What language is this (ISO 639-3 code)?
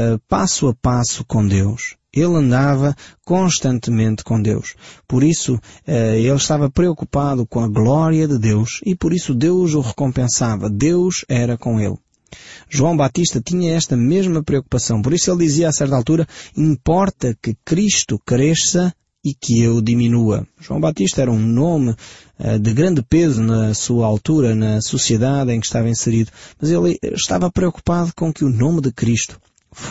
por